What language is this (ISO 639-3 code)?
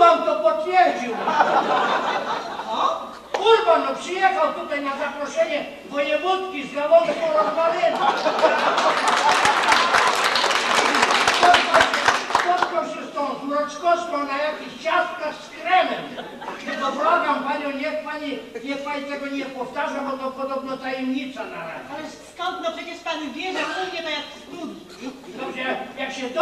pol